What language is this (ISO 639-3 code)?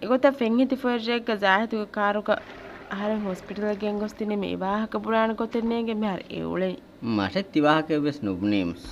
div